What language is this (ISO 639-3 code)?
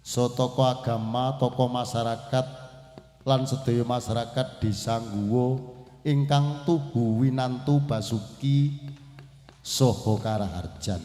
jav